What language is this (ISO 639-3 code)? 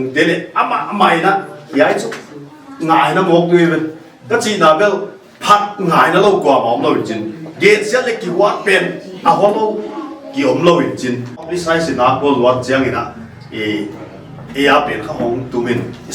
pck